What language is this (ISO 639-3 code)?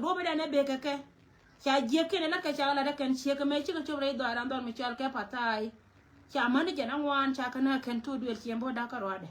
nus